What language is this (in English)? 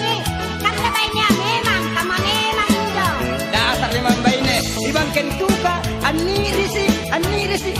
Makasar